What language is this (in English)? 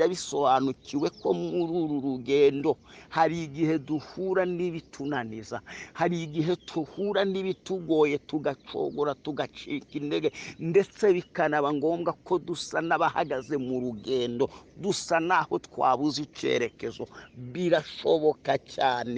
Kinyarwanda